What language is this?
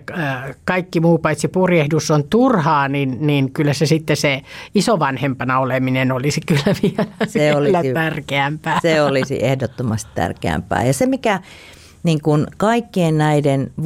Finnish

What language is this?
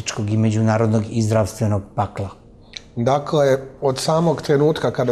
Serbian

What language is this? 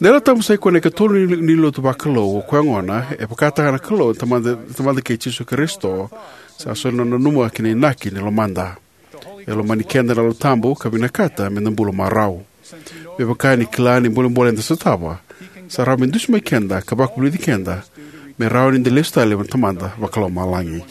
Fijian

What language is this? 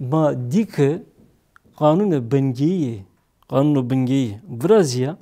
Zaza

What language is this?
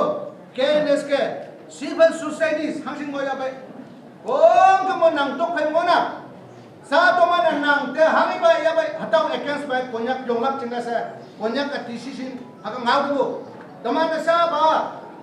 Naga Pidgin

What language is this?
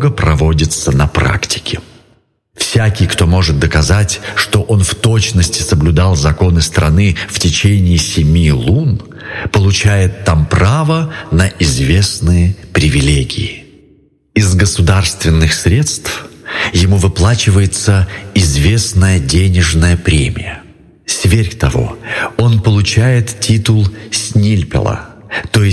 Russian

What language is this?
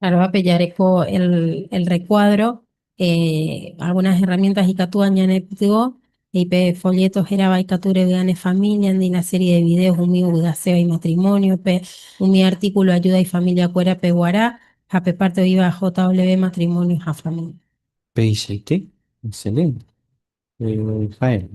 Guarani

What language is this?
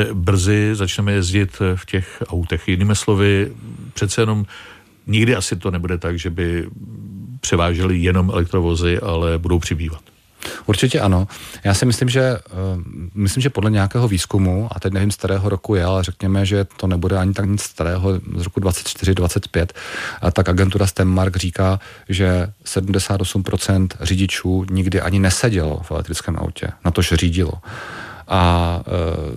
Czech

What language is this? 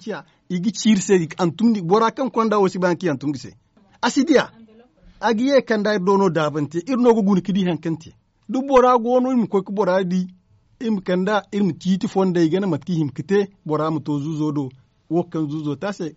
Zarma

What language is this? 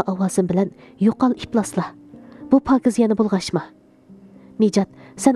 Uyghur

